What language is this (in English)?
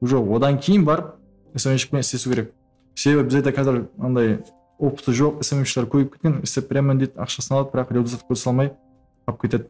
Kara-Kalpak